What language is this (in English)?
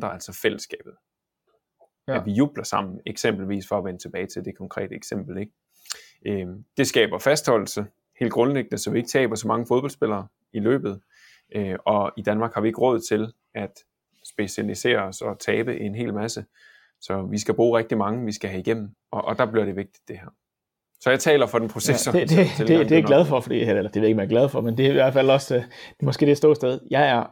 Danish